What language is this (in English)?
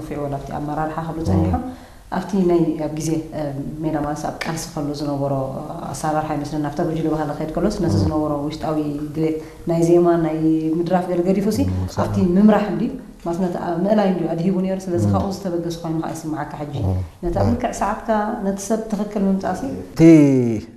Tigrinya